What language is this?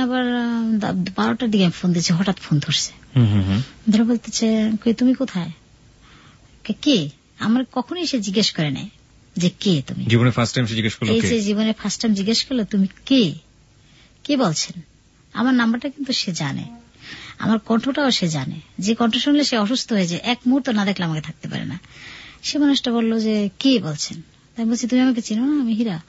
Bangla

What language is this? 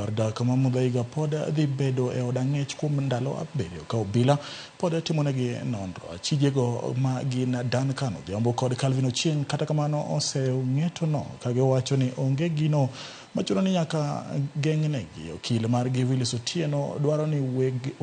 Luo (Kenya and Tanzania)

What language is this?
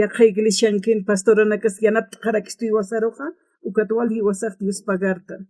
Aymara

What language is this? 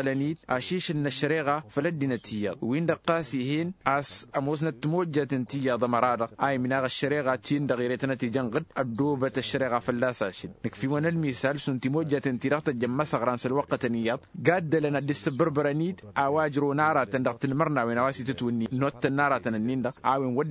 Tamasheq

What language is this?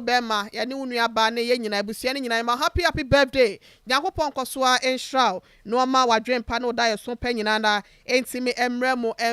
Akan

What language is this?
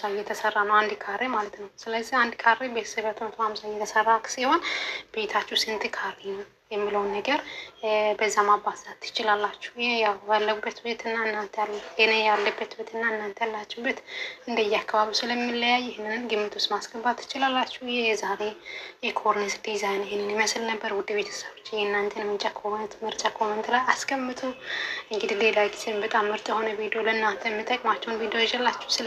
Amharic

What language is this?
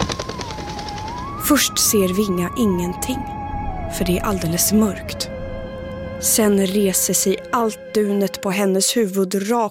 Swedish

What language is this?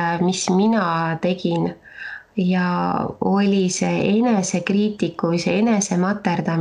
Estonian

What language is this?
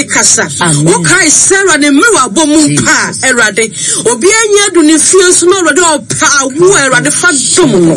Akan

